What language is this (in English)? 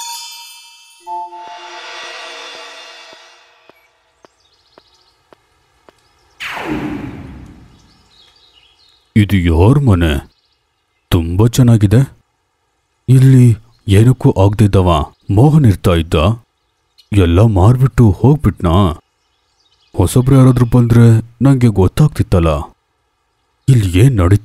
Kannada